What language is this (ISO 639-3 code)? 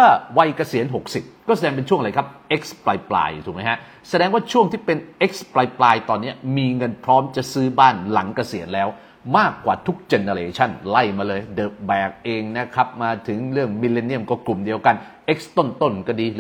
tha